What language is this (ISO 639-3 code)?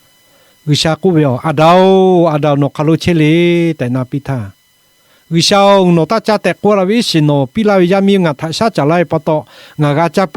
lhu